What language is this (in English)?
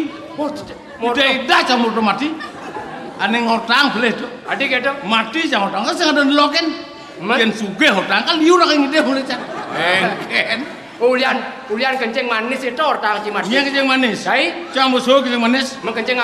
Balinese